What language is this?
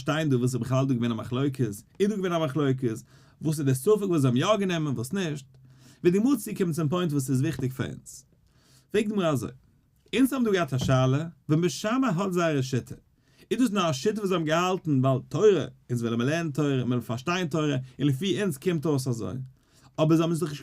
Yiddish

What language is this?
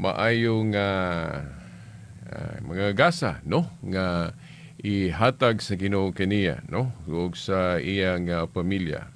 Cebuano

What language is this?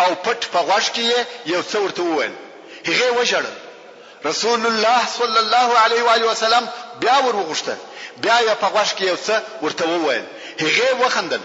Pashto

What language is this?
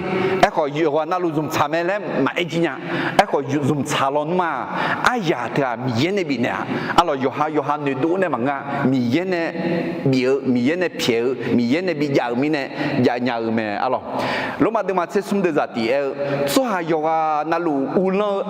Akha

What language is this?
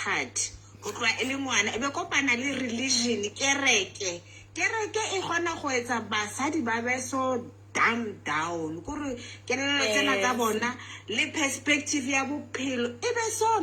Southern Sotho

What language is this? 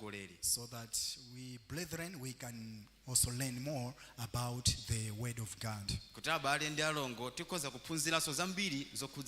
Nyanja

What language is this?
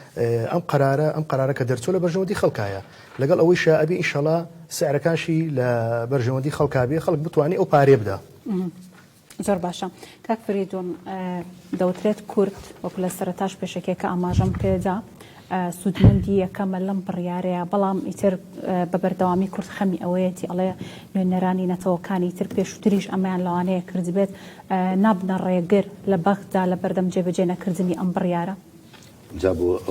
Central Kurdish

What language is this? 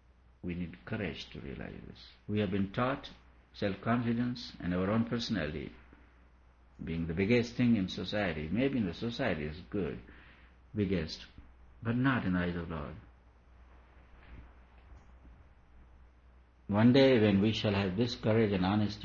English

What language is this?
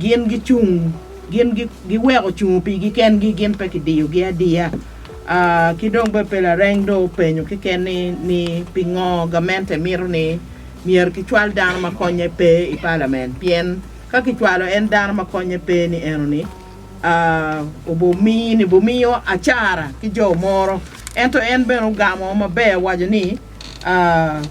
Acoli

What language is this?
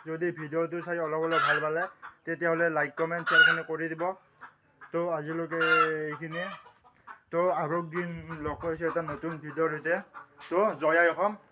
Assamese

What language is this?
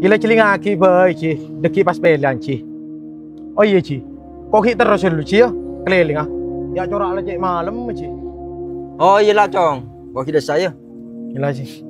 Madurese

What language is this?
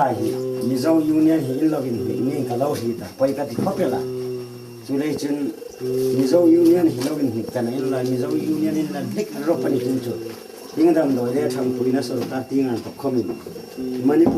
Hmar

